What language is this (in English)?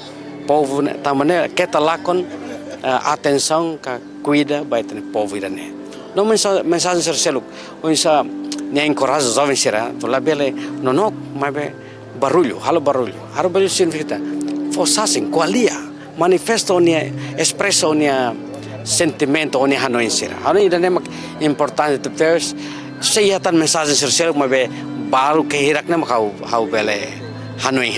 Tetum